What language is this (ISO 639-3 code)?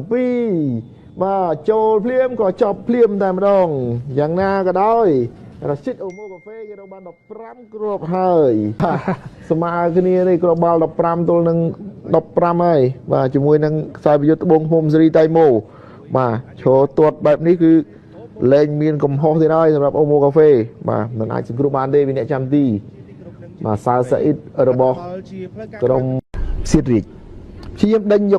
khm